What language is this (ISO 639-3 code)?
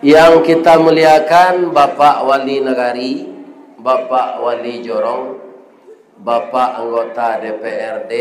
min